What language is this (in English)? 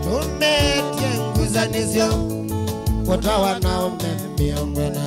Kamba